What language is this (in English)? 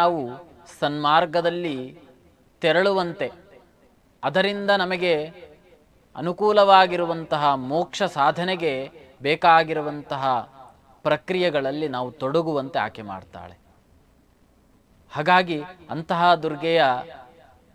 Kannada